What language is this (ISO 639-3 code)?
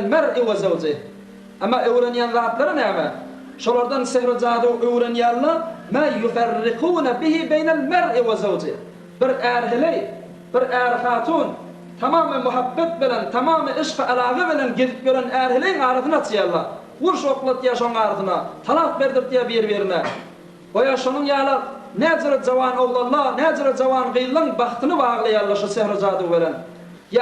tuk